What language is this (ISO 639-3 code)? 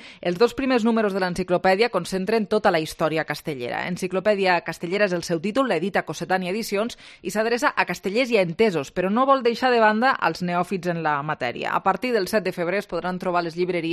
cat